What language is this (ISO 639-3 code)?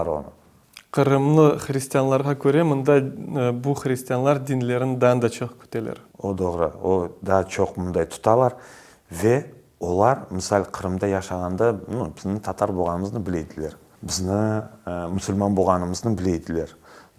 crh